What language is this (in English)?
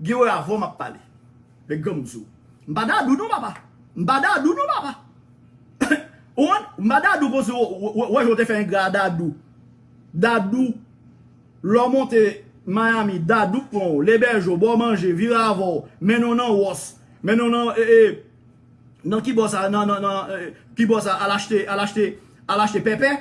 Haitian Creole